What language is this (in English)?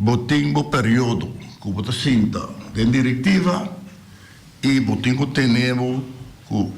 Papiamento